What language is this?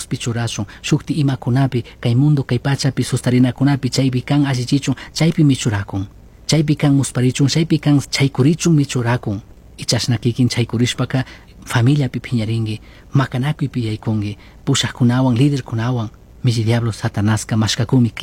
Chimborazo Highland Quichua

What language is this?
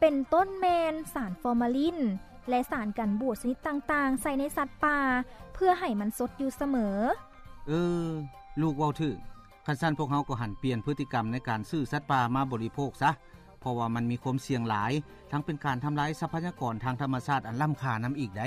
Lao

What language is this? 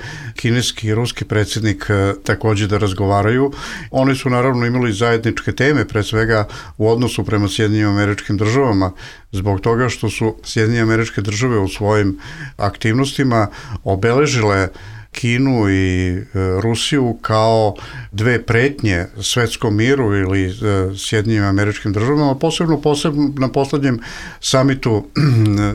Bosnian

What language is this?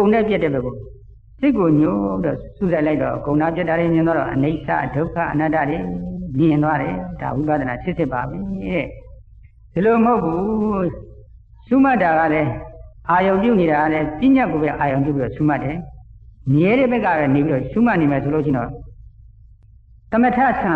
Burmese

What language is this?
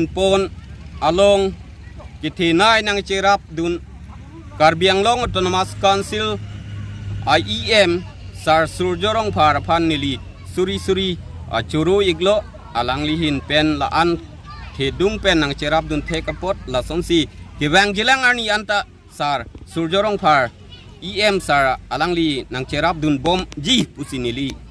Karbi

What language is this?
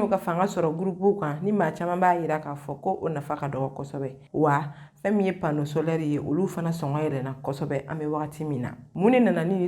Bambara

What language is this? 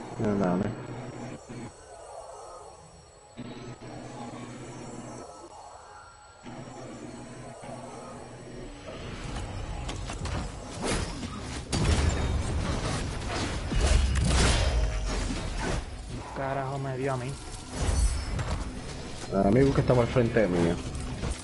Spanish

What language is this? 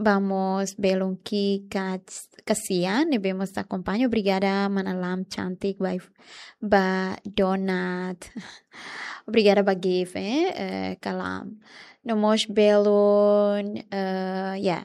Tetum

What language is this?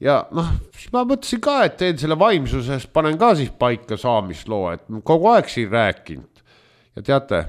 Estonian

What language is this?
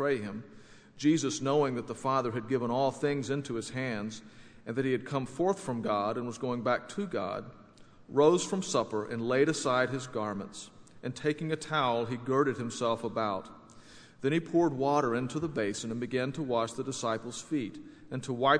English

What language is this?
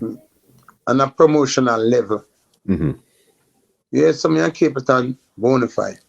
Jamaican Creole English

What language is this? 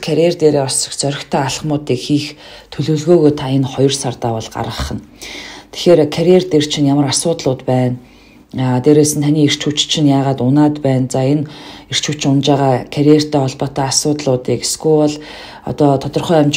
Mongolian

